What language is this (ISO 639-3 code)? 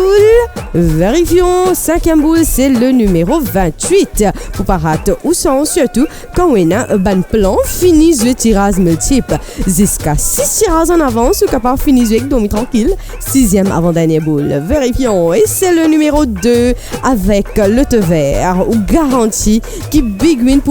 mfe